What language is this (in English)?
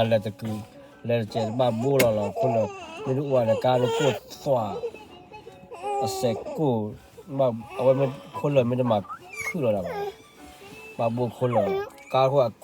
S'gaw Karen